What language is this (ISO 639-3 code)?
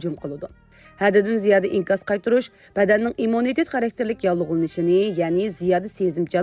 uig